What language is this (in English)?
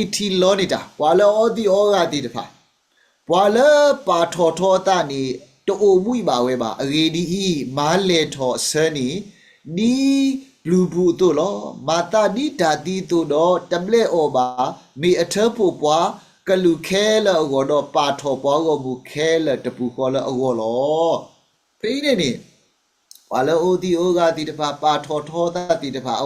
S'gaw Karen